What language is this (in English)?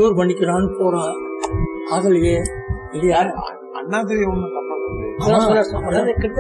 Tamil